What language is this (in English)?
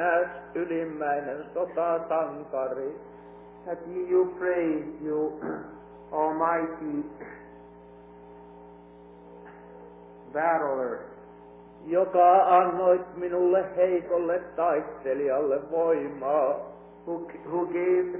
Finnish